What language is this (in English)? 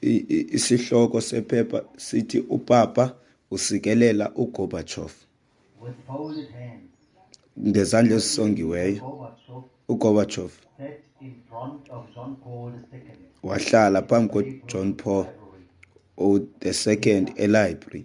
Xhosa